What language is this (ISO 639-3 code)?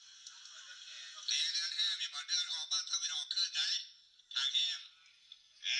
lao